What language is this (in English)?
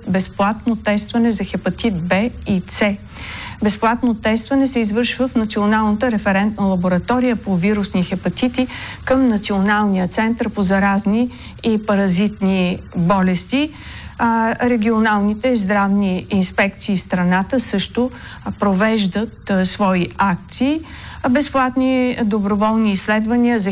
Bulgarian